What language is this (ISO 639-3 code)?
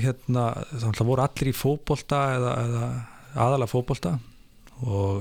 isl